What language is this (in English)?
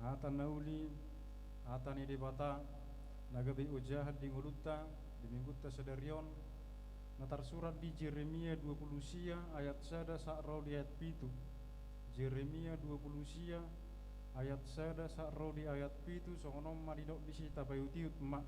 Batak Toba